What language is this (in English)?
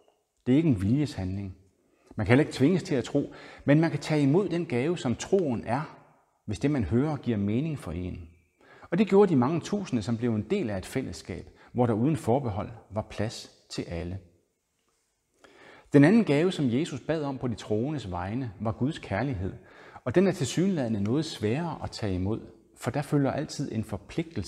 Danish